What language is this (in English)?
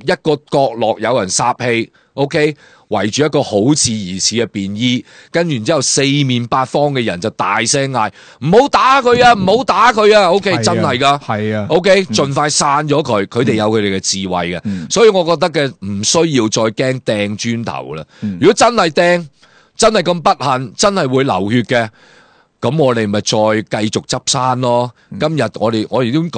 Cantonese